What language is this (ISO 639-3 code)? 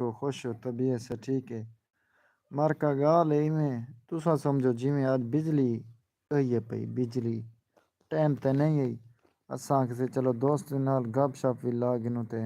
skr